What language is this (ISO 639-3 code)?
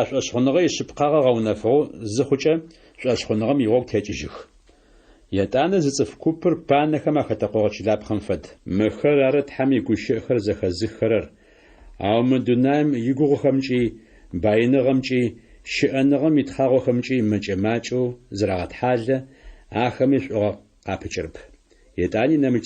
ady